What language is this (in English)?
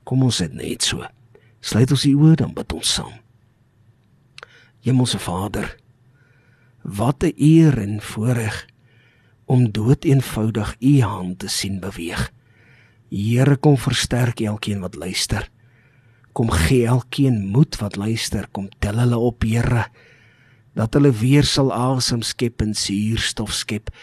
Afrikaans